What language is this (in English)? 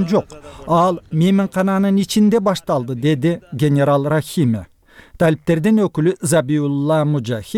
Kyrgyz